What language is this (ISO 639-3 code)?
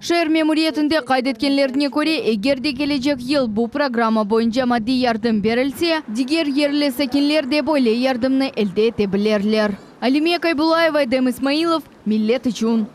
crh